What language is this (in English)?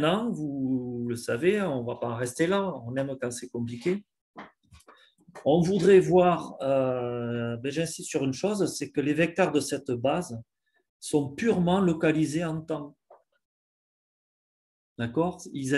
French